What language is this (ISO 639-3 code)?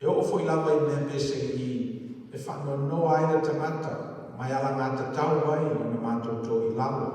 smo